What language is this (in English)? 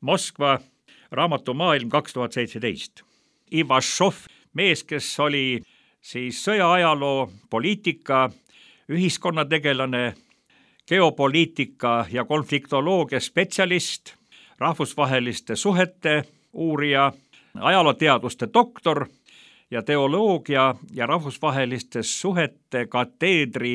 Estonian